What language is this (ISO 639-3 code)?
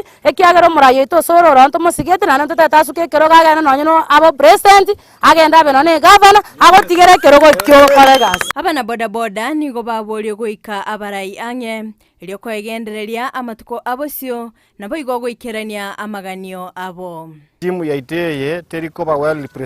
guz